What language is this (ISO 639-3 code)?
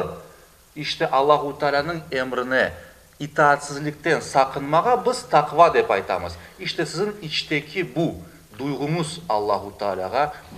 crh